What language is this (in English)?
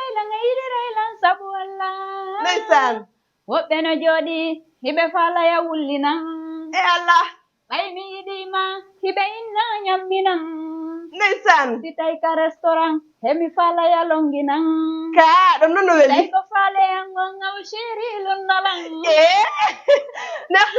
Fula